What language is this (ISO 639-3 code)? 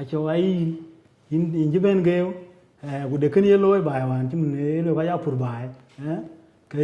din